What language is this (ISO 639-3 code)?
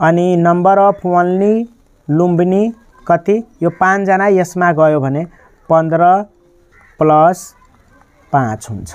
nep